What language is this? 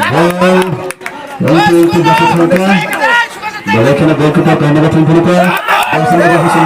Kok Borok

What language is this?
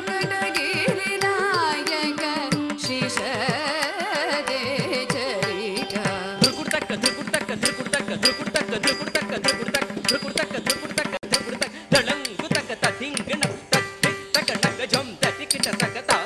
Tamil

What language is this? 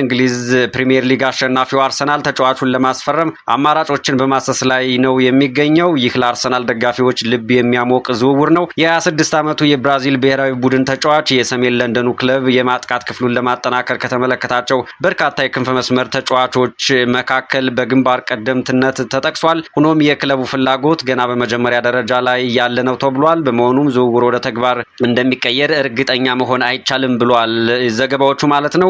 Amharic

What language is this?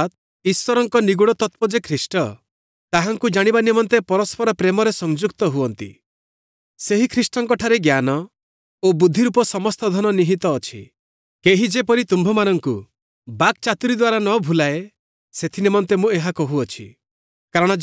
Odia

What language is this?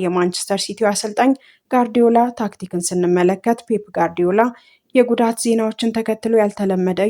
Amharic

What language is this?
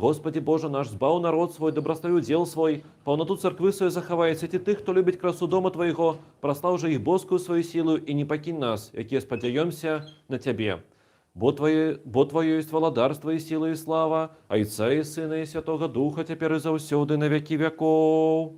Belarusian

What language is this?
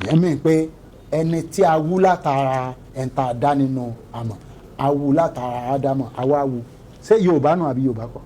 Yoruba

